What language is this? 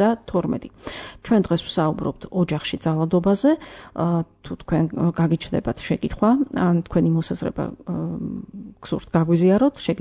Georgian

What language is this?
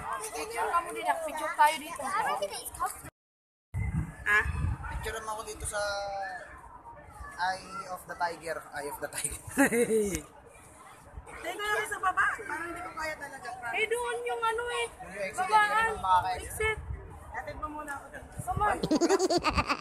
Filipino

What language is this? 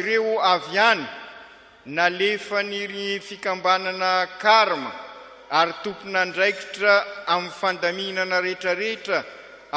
Malagasy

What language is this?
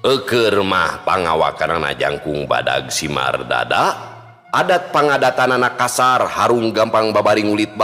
Sundanese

